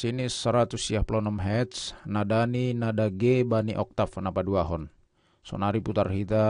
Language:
Batak Simalungun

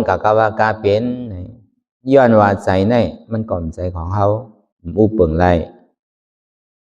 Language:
Shan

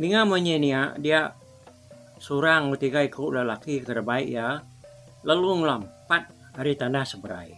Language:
Iban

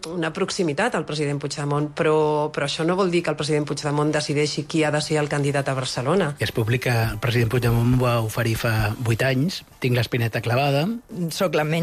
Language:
Catalan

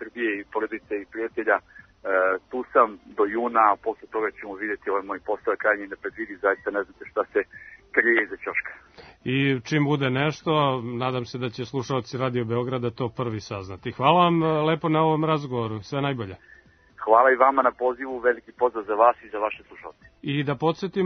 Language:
Serbian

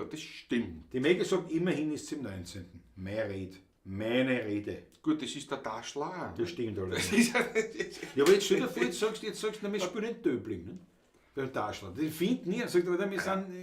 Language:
Bavarian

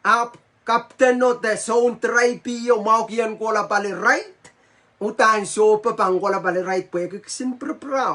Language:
Pohnpeian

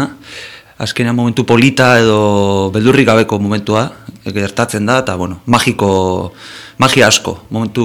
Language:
Basque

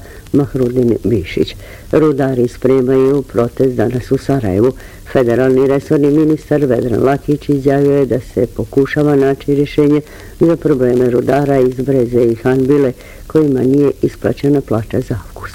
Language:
Bosnian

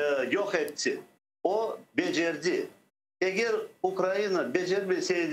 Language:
Crimean Tatar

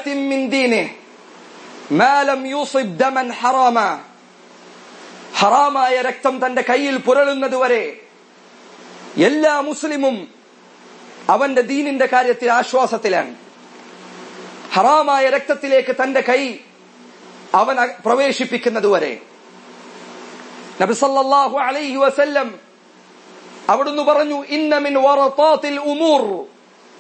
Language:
Malayalam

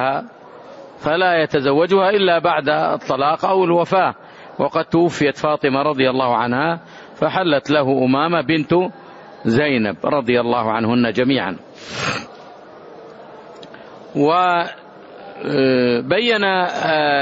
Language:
Arabic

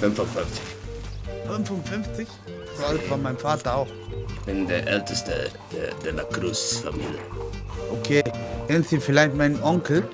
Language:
Swiss German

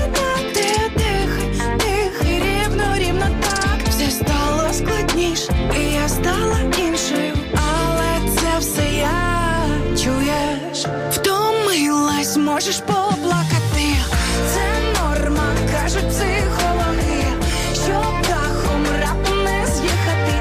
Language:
Ukrainian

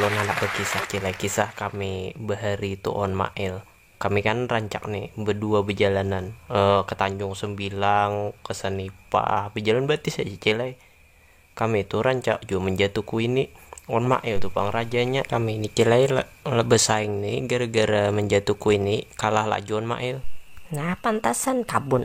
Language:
Banjar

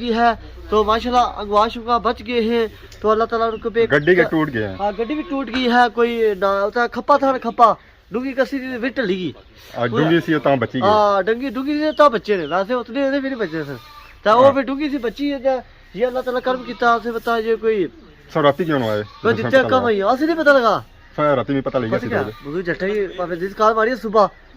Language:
Pahari-Potwari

